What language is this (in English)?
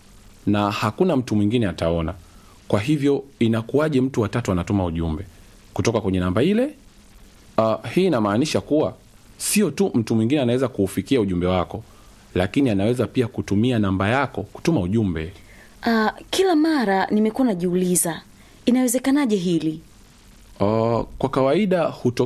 Swahili